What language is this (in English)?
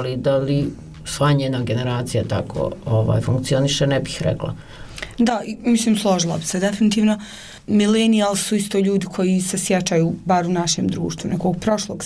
Bosnian